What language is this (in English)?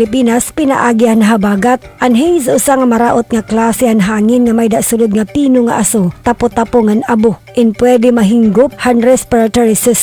Waray